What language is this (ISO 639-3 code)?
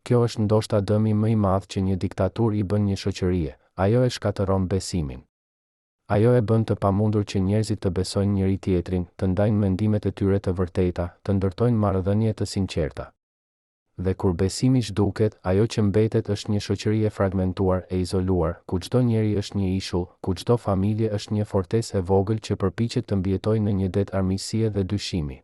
sqi